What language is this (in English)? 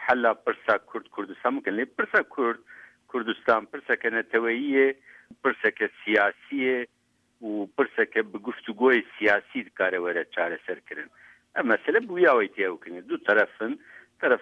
Kurdish